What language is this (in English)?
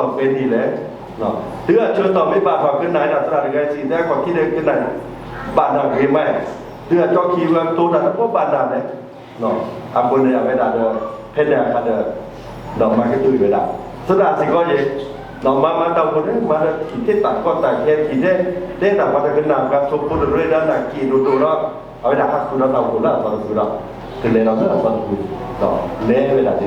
S'gaw Karen